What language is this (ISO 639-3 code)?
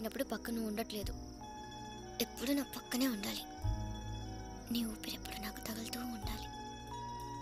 tel